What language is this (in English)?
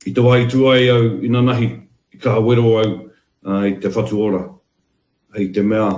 Māori